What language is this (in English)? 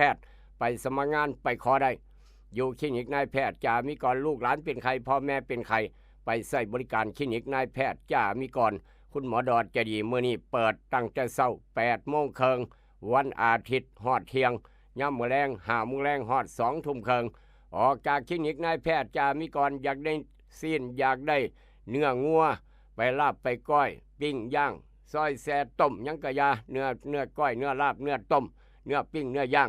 Northeastern Thai